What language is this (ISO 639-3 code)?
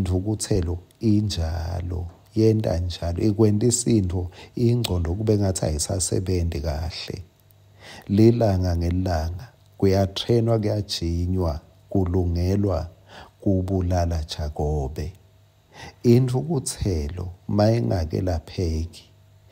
ssw